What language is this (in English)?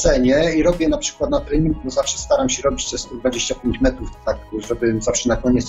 Polish